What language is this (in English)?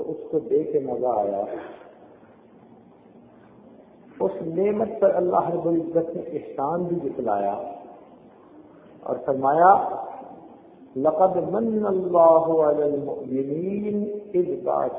Urdu